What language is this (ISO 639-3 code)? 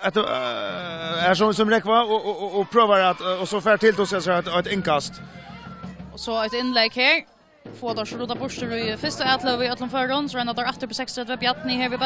fao